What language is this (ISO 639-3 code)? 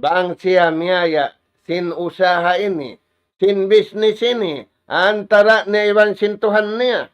tsg